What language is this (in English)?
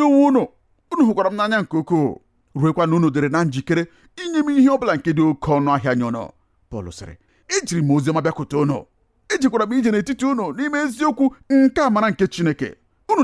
Igbo